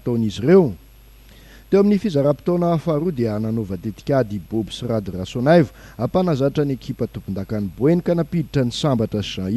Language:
Malagasy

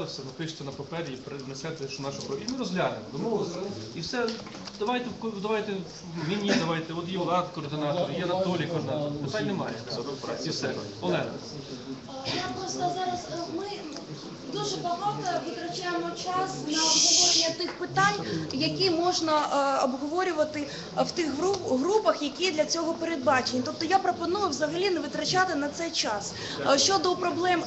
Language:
Ukrainian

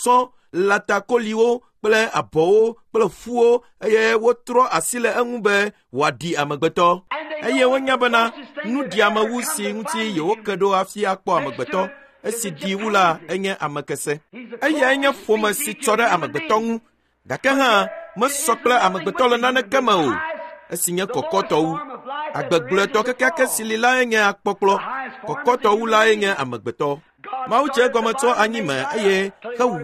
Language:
Ewe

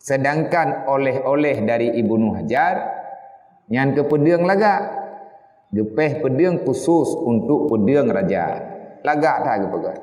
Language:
Achinese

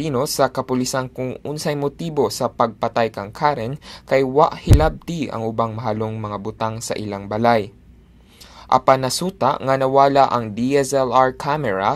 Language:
Cebuano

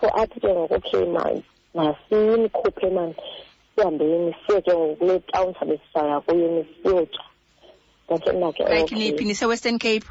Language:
Xhosa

